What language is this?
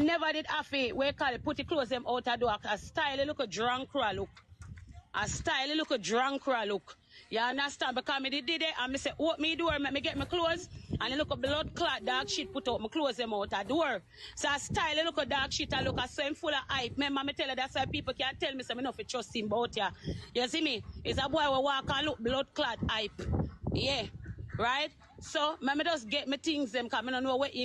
Jamaican Creole English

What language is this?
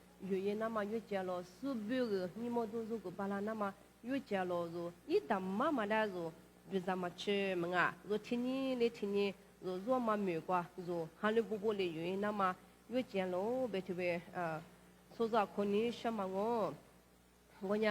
Lisu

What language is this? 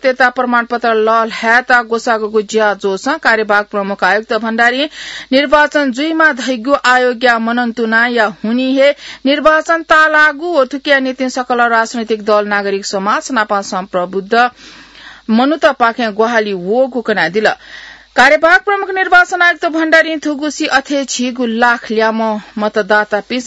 Newari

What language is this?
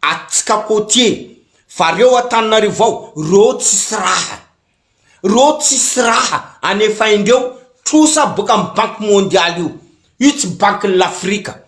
Malagasy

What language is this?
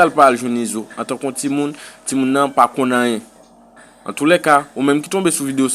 Haitian Creole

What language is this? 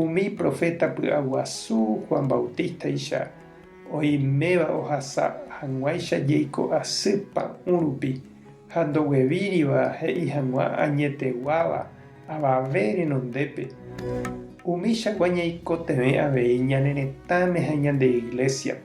Guarani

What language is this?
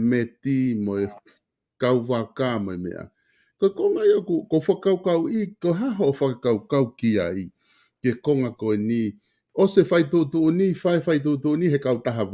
Tongan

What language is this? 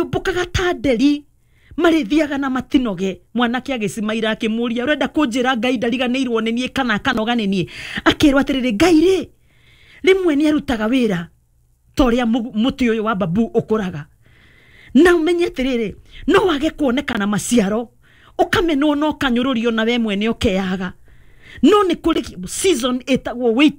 Kikuyu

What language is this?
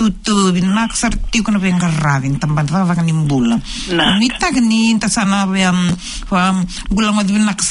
Fijian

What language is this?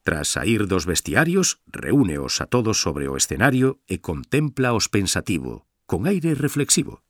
Galician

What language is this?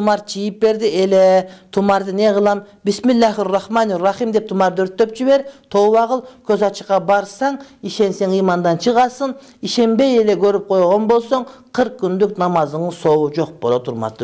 Kyrgyz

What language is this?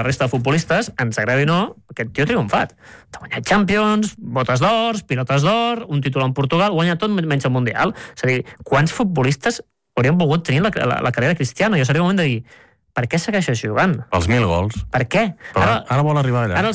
Catalan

